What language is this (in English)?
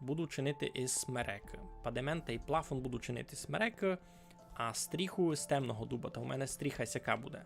Rusyn